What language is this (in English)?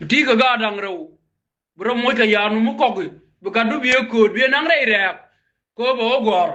Nuer